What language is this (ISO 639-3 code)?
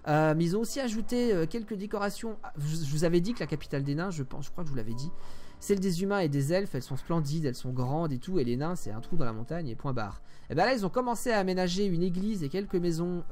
fra